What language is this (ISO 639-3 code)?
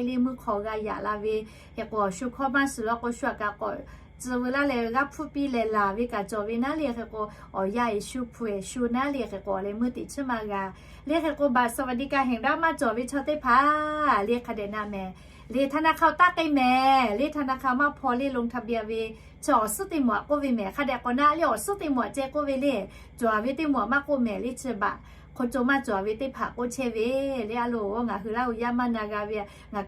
lhu